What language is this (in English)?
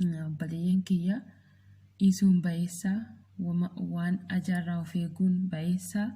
Oromo